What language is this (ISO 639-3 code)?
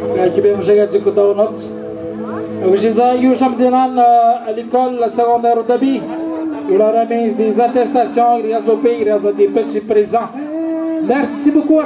atj